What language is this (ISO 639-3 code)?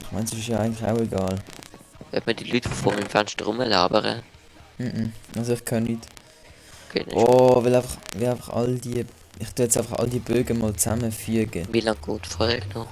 gsw